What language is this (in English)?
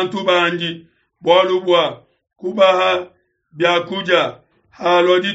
Luba-Lulua